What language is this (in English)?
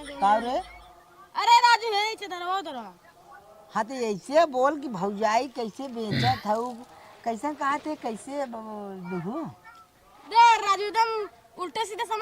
Bhojpuri